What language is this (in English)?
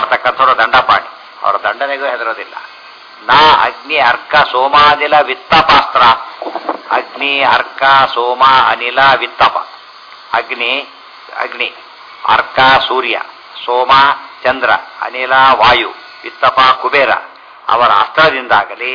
Kannada